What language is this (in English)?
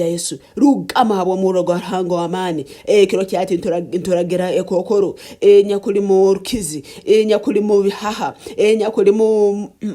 Nyankole